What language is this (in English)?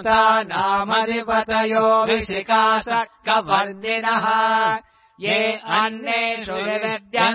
Sanskrit